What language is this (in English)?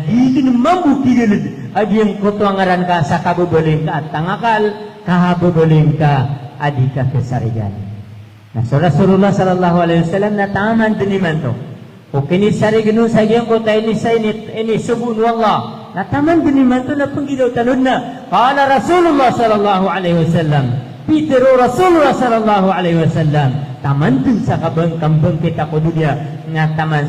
Maranao